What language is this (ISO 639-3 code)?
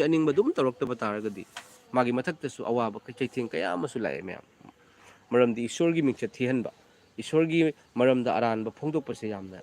mni